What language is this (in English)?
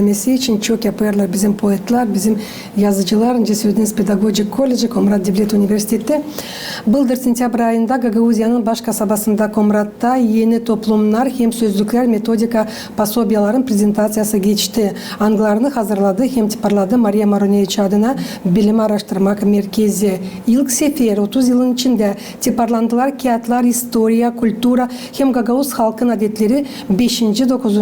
Gagauz